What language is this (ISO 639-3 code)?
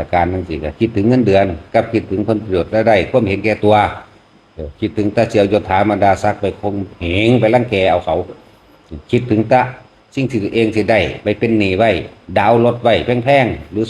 tts